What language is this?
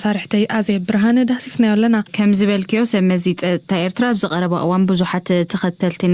Tigrinya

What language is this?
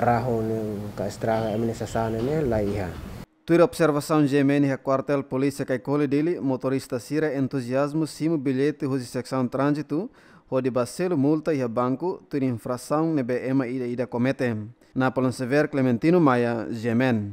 Tetum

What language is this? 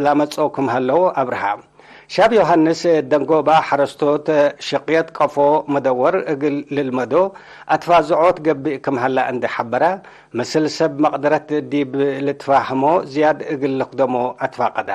Tigre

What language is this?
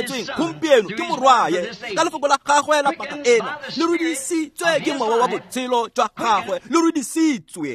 Tswana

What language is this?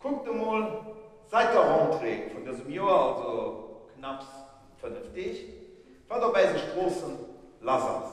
Luxembourgish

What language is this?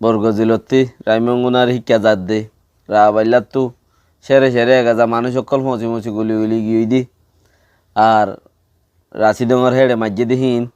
Rohingya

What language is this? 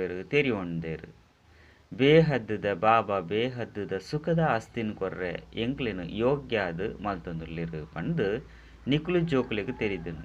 Tulu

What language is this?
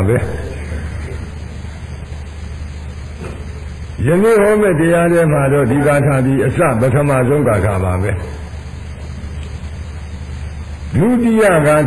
Burmese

